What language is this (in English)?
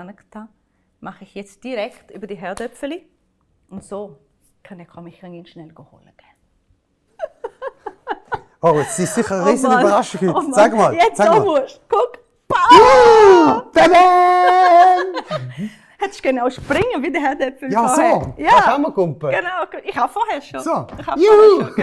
Swiss German